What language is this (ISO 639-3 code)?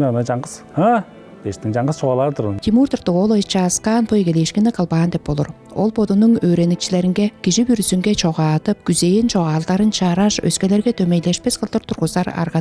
tyv